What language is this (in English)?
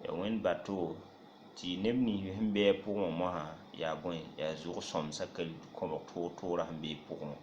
Mossi